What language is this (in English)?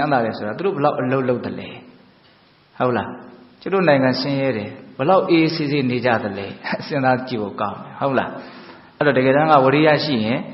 Burmese